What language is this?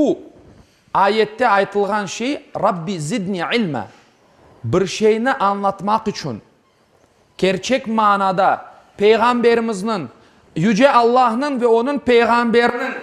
Crimean Tatar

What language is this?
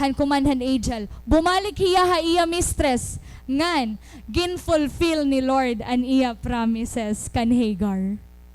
Waray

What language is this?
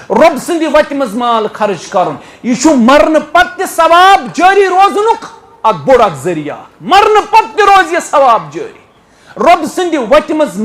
Kashmiri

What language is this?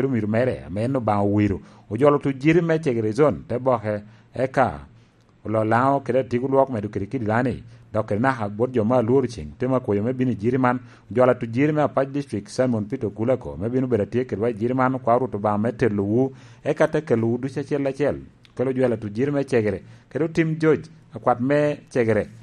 Lango (Uganda)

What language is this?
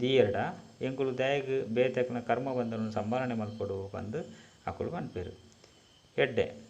Tulu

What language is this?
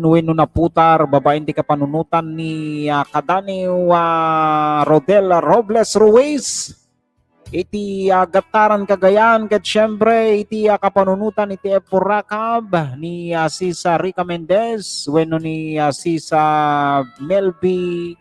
Iloko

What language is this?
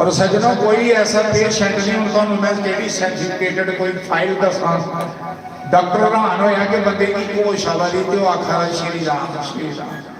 Dogri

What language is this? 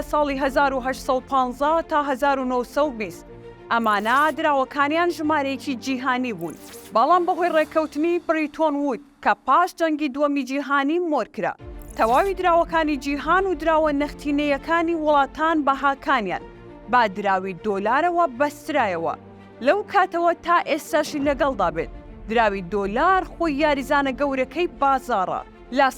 Central Kurdish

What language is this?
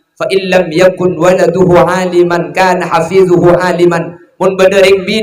Madurese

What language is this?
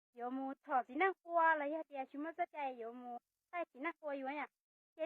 Hmong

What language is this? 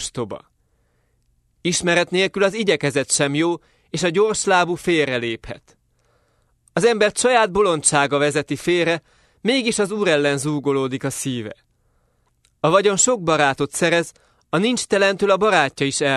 Hungarian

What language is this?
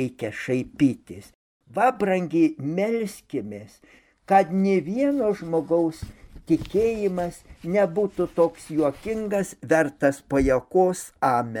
Lithuanian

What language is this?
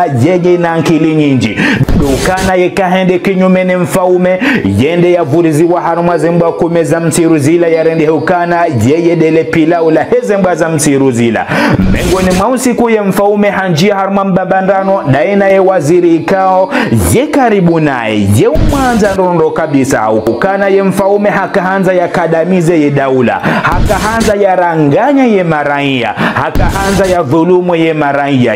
Ngazidja Comorian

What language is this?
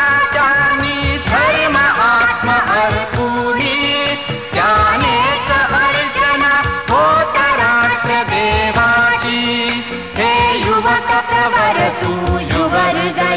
Marathi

